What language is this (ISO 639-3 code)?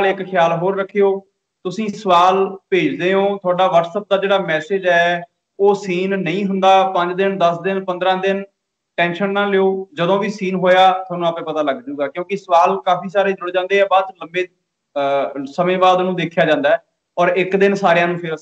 pan